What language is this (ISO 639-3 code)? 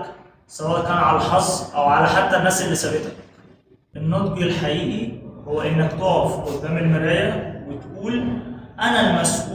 arz